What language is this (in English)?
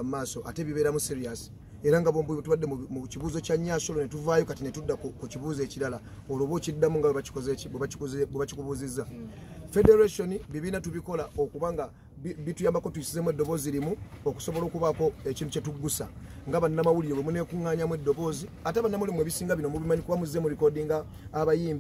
Ganda